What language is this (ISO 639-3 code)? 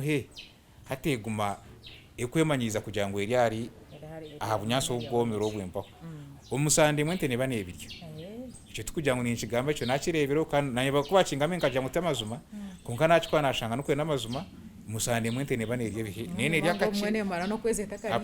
nyn